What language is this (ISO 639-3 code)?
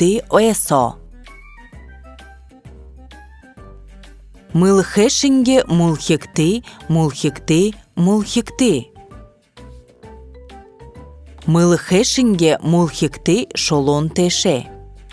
bua